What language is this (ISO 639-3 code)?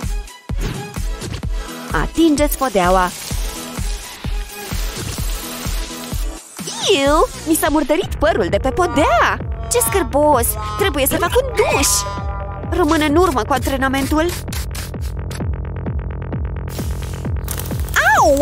ron